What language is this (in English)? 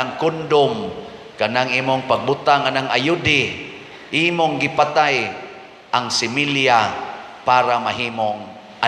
Cebuano